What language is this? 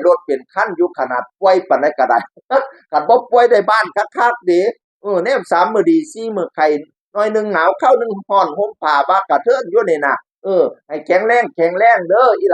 Northeastern Thai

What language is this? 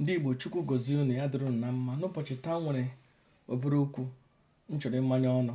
Igbo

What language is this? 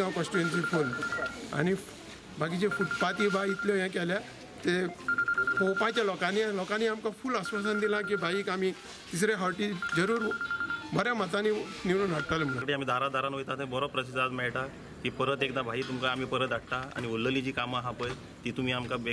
Konkani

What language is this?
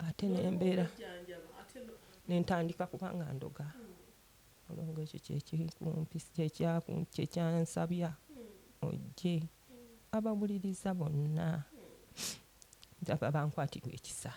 Ganda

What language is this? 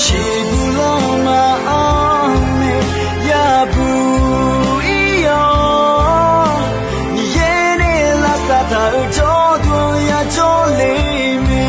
Akha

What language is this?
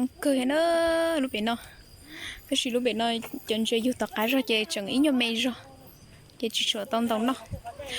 Hmong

